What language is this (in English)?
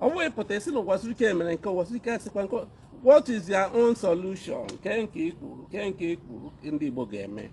Igbo